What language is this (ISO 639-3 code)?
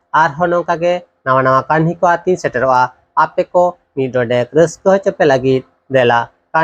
sat